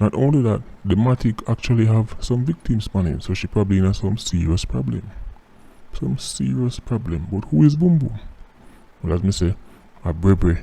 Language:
Jamaican Creole English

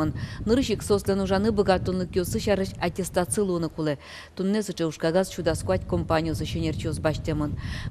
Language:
Udmurt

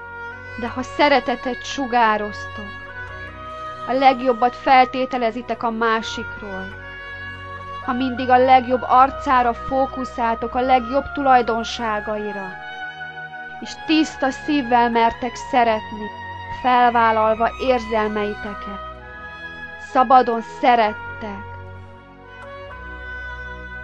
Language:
Hungarian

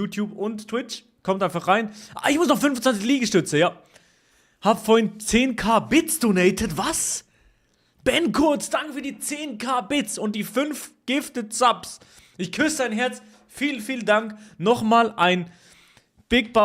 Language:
Swiss German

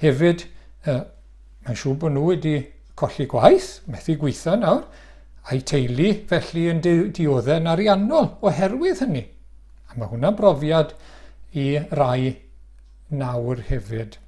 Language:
Welsh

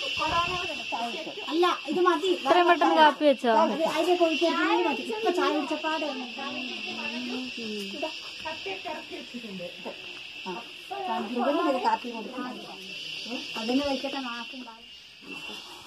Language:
Malayalam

